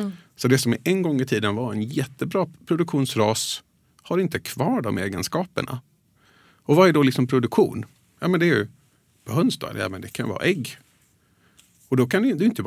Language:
Swedish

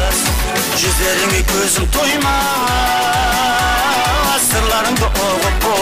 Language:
Kara-Kalpak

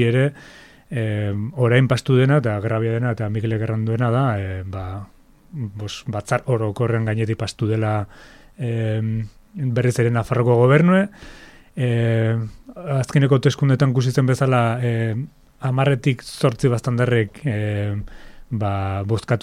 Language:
Basque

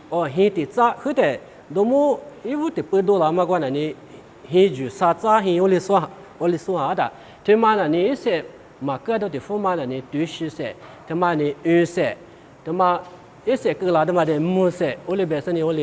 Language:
Lisu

